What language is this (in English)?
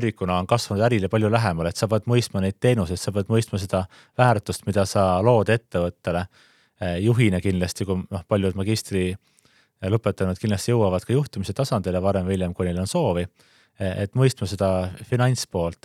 Estonian